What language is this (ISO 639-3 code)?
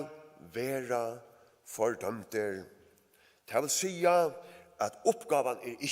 fao